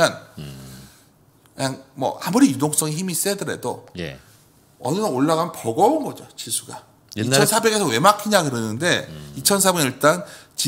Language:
Korean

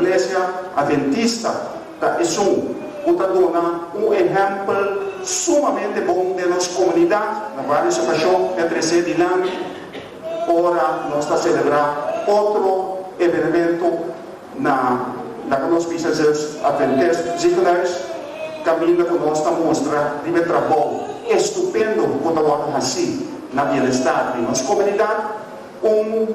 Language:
Papiamento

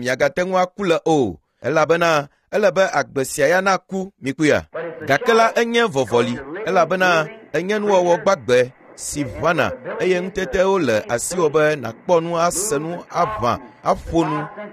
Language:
Ewe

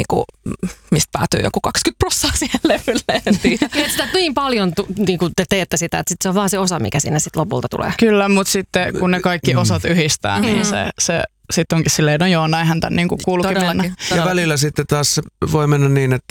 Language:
Finnish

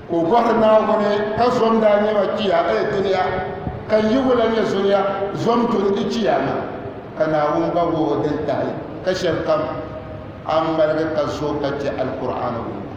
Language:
Dagbani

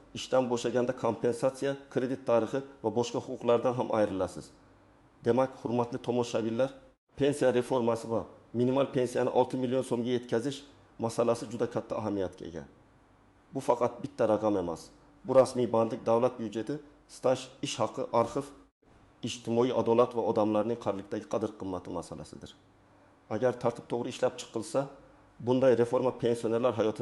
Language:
Uzbek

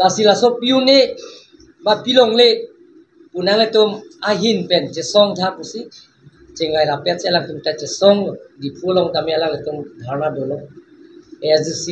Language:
Karbi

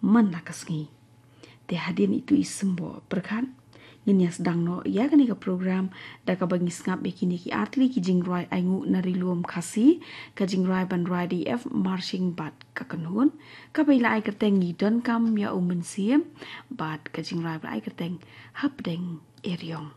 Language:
Khasi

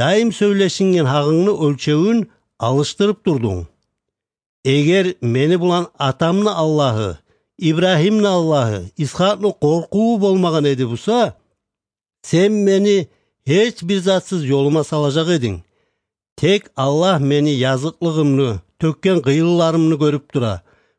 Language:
Kumyk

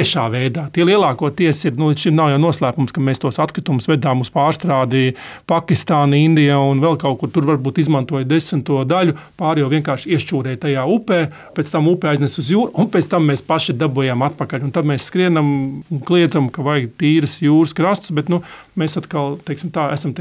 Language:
Latvian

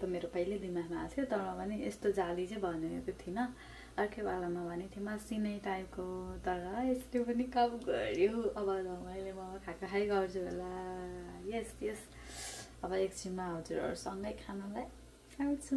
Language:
Nepali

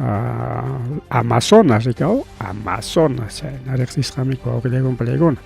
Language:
Ayacucho Quechua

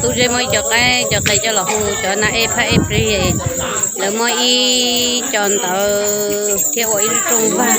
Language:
Hmong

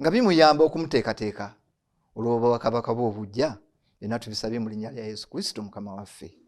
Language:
Ganda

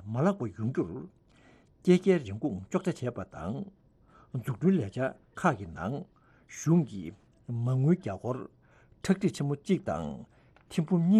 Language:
Tibetan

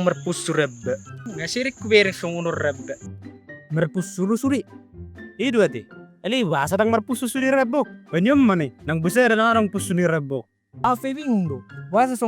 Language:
Batak Toba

